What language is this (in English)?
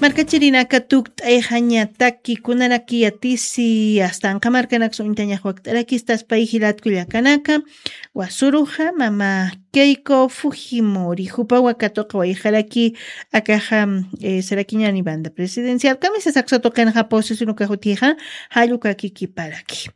Aymara